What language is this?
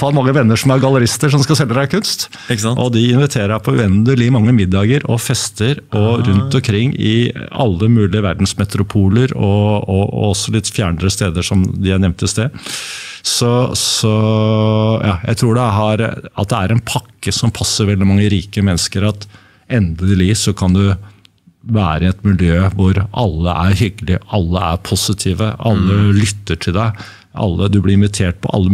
Norwegian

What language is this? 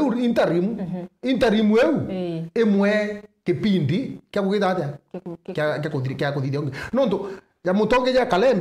Meru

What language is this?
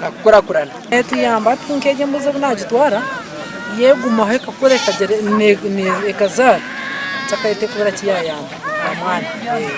Nyankole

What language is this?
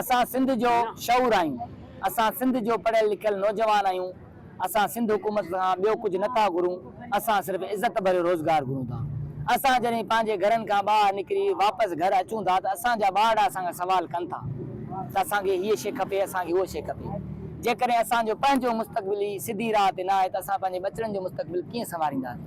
Sindhi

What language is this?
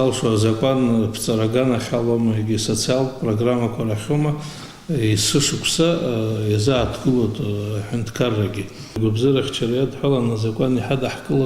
Abkhazian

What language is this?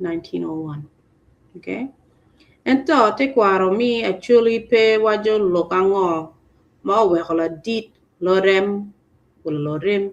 Acoli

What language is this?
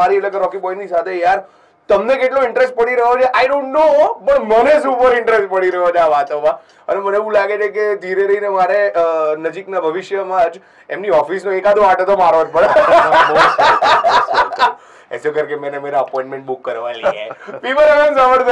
Gujarati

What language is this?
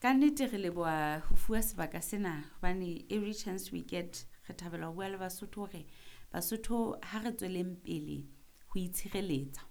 Southern Sotho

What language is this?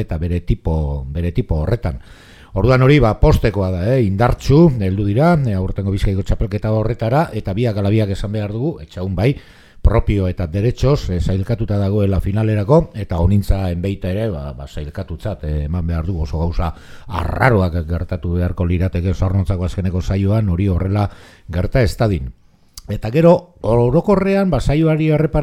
Basque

